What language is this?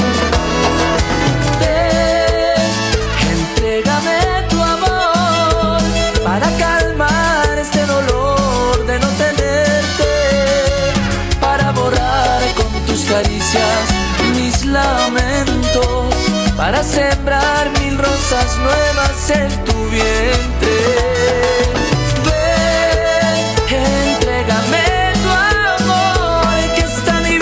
Spanish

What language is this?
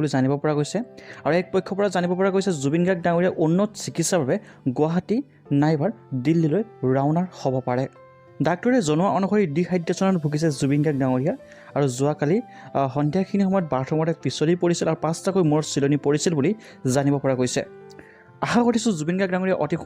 Assamese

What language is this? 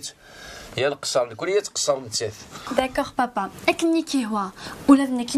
Kabyle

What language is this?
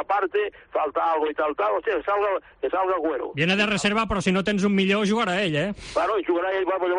Catalan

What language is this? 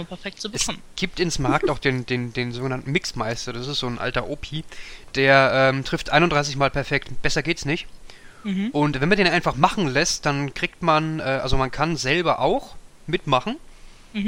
German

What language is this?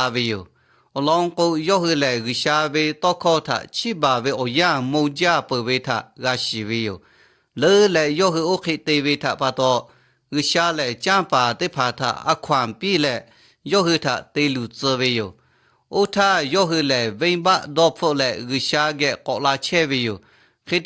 Lahu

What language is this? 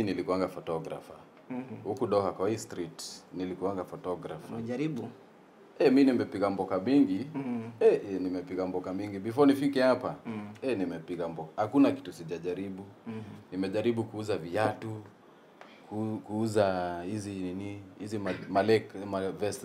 Swahili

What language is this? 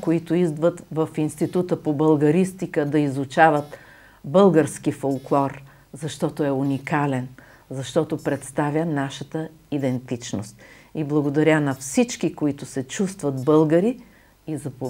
Bulgarian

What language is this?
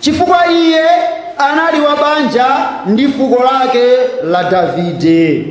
Nyanja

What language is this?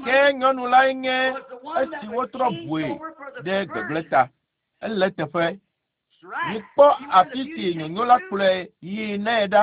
Ewe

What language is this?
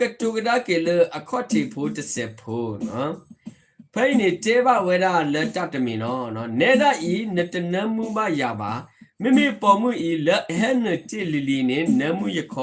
S'gaw Karen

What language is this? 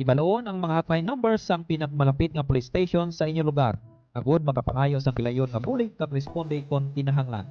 Hiligaynon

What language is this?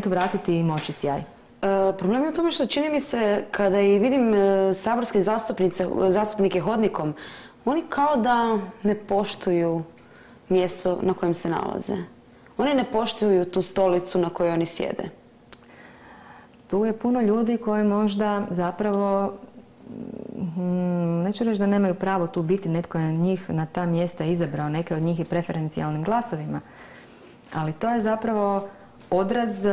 Croatian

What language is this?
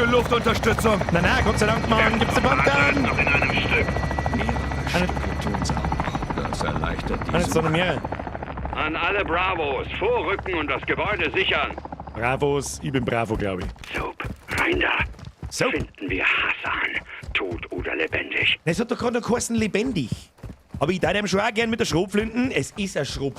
Bavarian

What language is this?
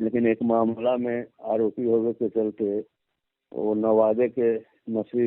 Magahi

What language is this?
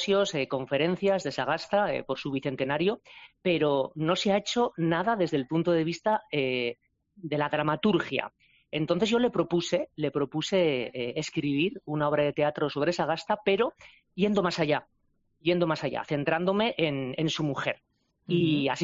Spanish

